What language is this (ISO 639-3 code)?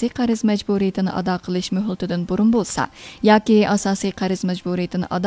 uig